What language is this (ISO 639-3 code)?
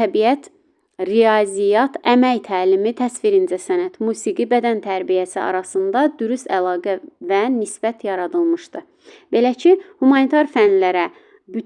aze